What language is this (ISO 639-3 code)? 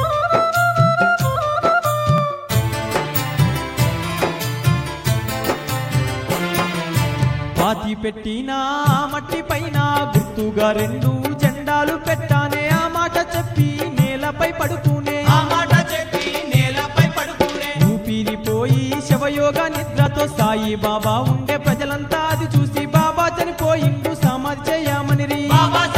tel